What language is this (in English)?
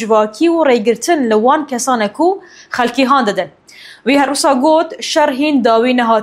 Kurdish